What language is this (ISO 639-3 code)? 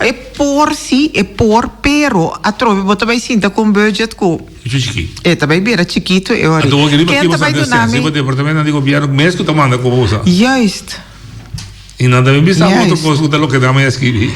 pap